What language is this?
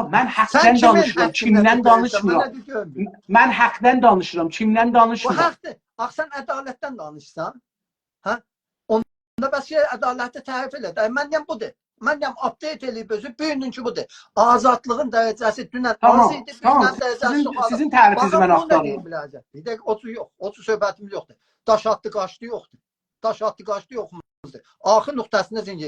South Azerbaijani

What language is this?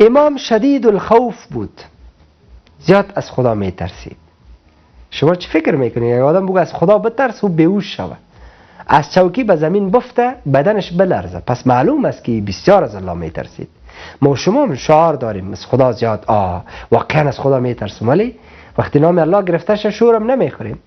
Persian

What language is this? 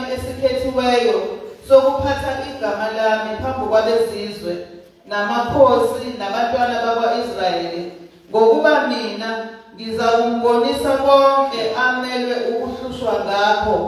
Zulu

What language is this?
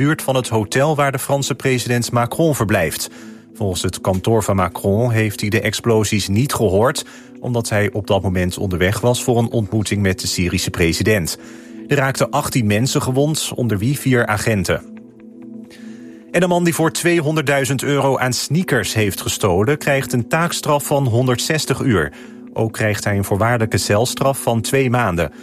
Dutch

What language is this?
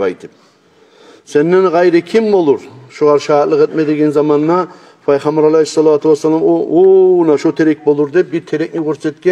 Kumyk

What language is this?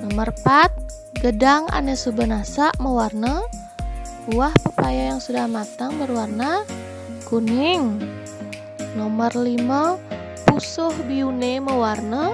Balinese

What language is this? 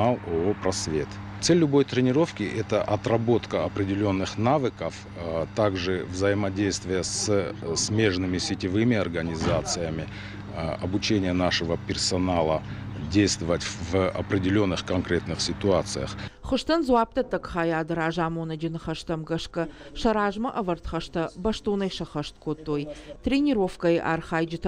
Ossetic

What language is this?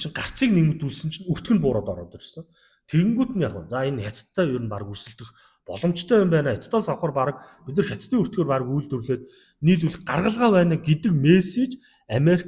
Mongolian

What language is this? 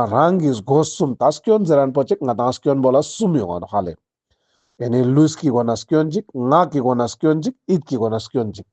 Ladakhi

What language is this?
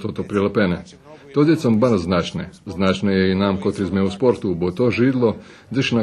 Rusyn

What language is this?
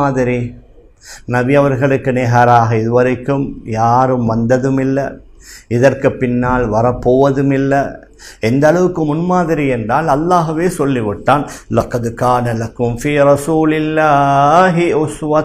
Tamil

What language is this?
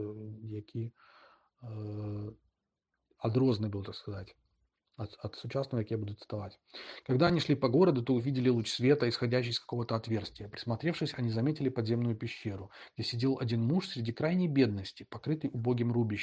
Belarusian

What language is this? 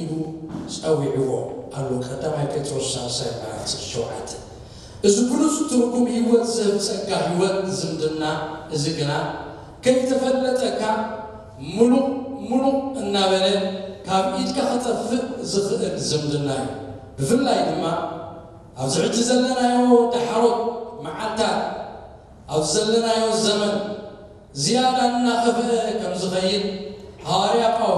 Tigrinya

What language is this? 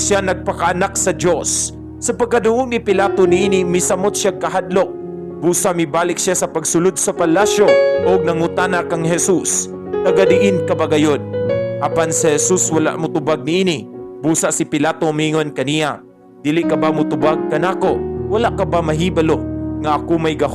Cebuano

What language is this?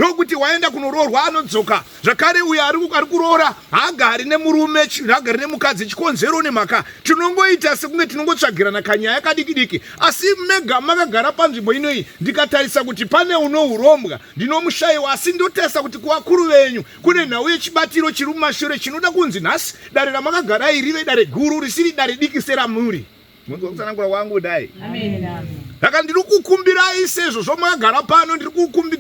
Shona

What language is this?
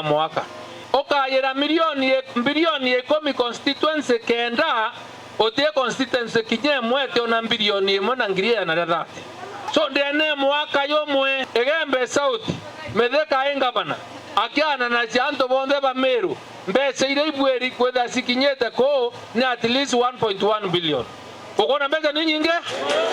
Meru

